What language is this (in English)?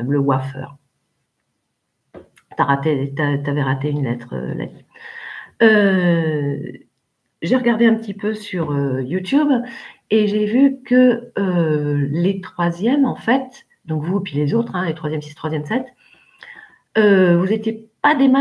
French